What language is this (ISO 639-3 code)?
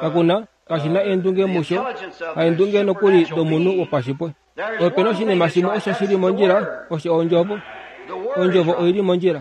kua